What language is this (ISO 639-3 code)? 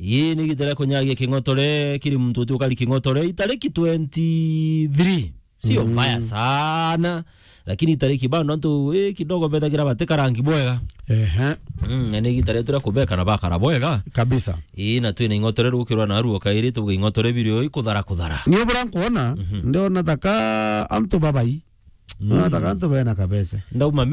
mer